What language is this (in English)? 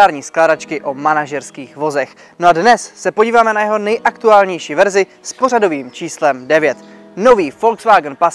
Czech